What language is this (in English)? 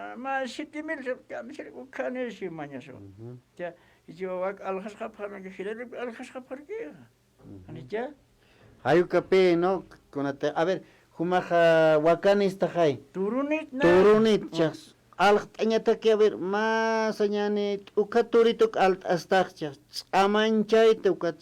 Aymara